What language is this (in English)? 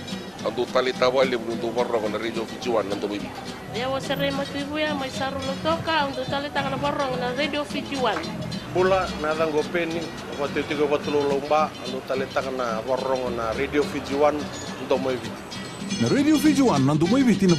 Fijian